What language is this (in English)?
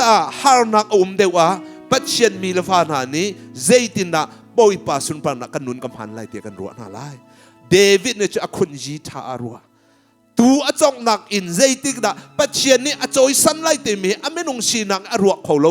Hakha Chin